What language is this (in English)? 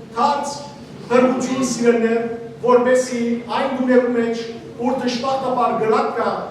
Western Armenian